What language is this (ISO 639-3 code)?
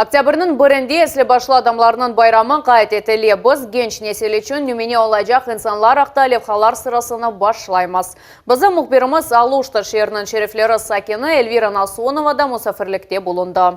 crh